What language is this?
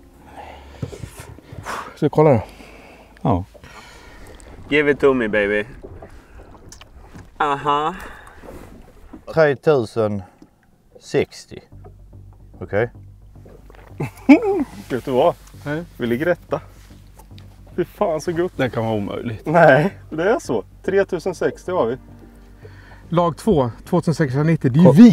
Swedish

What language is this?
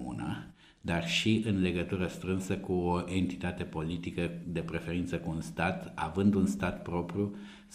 Romanian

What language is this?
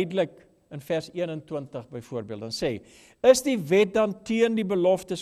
Afrikaans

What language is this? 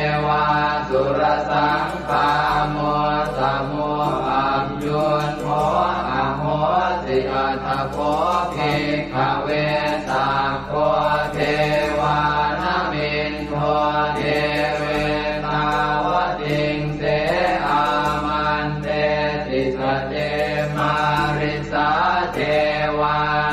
Pali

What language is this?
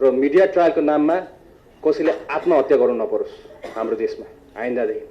Nepali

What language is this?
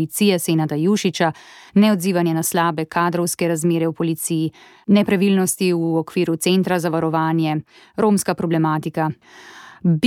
Slovenian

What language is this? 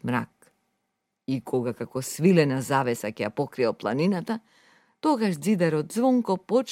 Macedonian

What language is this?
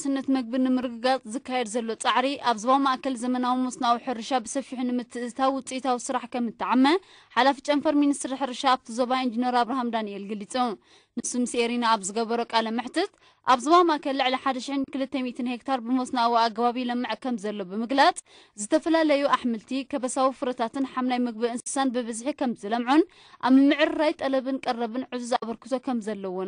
Tigrinya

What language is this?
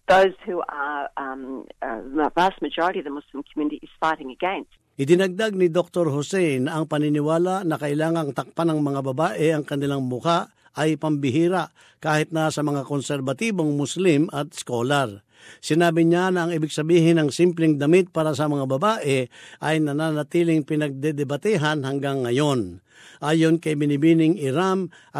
Filipino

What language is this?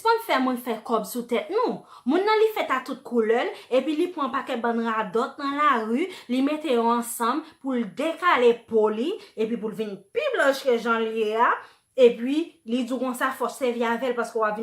Haitian Creole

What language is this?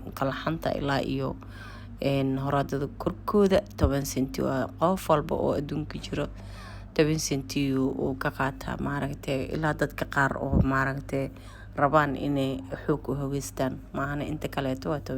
Somali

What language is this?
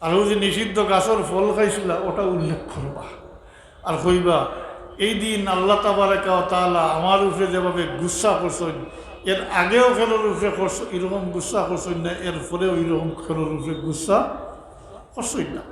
Sylheti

